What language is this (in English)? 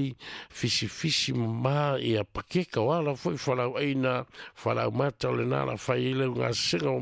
Samoan